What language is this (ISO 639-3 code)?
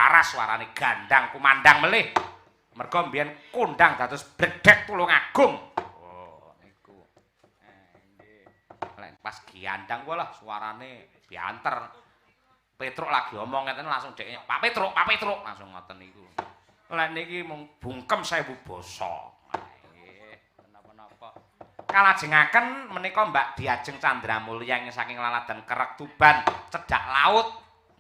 jav